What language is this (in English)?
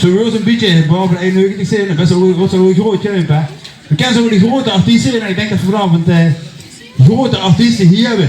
Limburgish